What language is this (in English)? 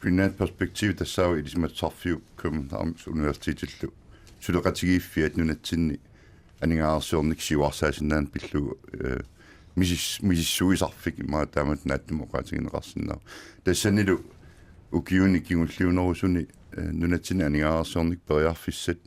Kalaallisut